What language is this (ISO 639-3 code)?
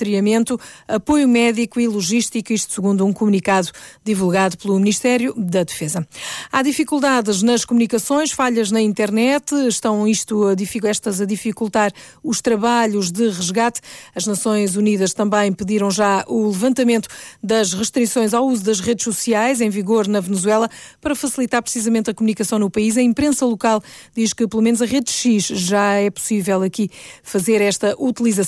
por